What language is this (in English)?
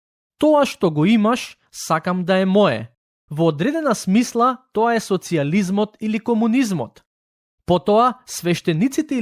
Macedonian